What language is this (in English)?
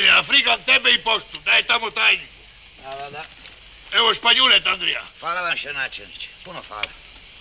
Croatian